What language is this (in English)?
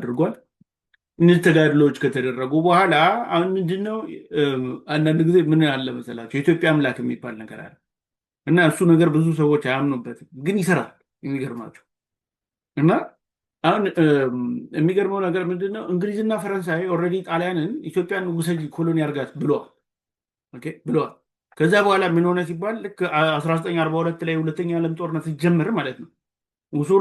Amharic